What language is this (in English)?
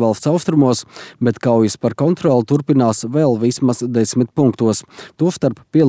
Latvian